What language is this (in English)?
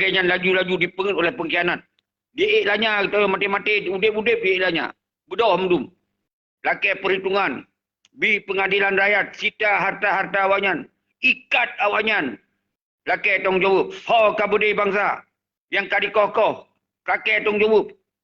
Achinese